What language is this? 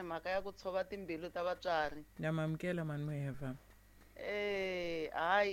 Tsonga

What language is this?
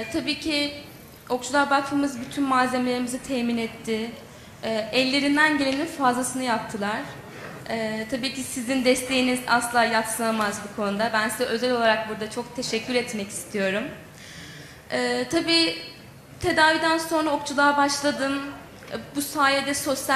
Turkish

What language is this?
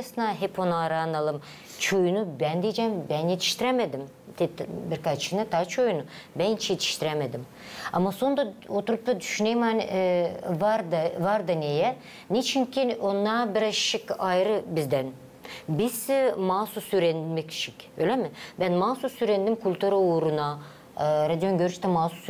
Gagauz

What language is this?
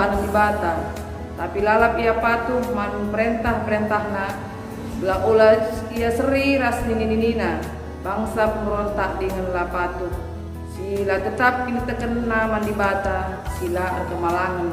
Batak Karo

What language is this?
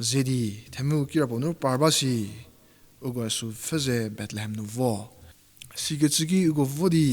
Angami Naga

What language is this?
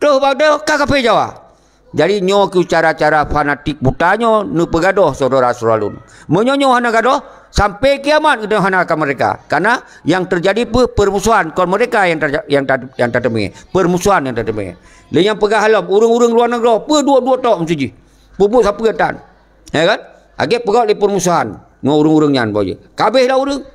Achinese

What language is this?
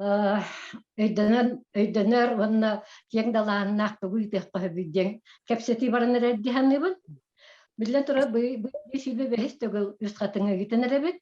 Yakut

